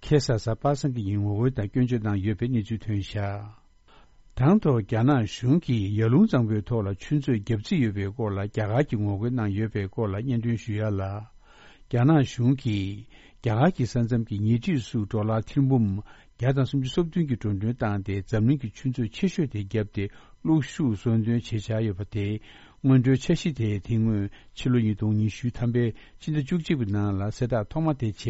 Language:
Tibetan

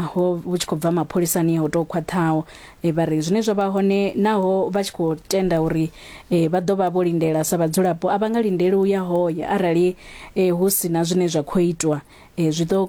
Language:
Venda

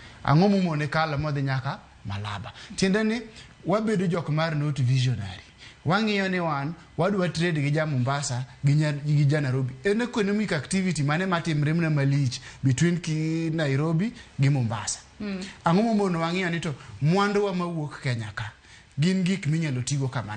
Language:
Luo (Kenya and Tanzania)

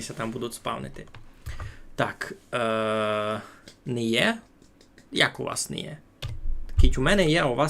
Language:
Rusyn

